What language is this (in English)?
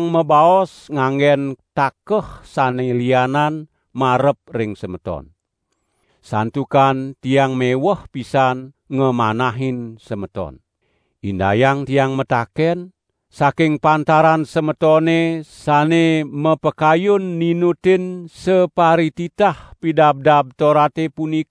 Balinese